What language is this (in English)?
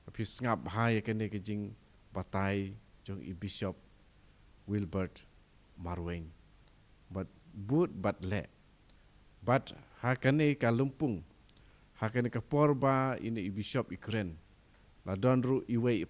Khasi